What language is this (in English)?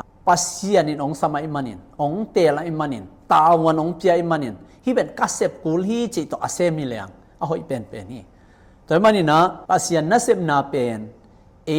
Tedim Chin